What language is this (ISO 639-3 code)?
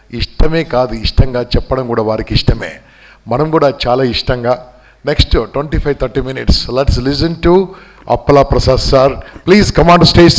tel